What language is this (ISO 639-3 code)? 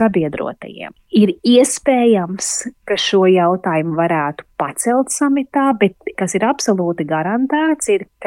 lav